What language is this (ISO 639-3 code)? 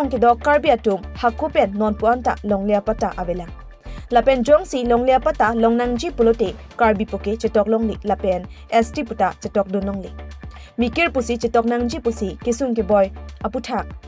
mjw